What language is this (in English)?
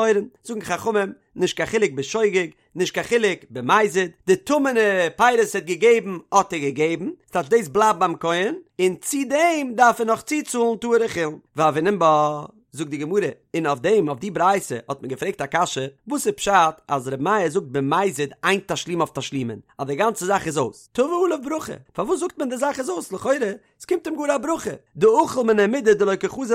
Yiddish